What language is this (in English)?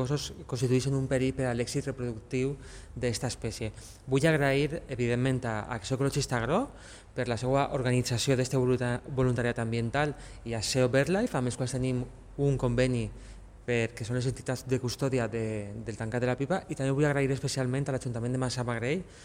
Catalan